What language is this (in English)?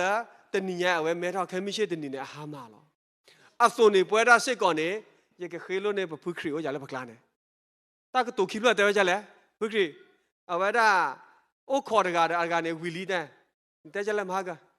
S'gaw Karen